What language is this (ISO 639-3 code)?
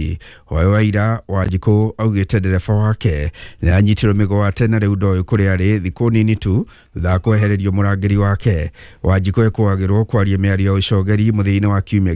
kik